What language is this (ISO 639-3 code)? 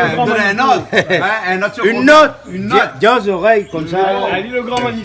rcf